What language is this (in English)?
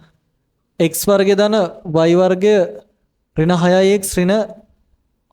Sinhala